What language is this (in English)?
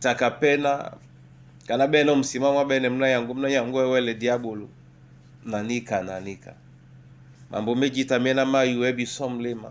Duala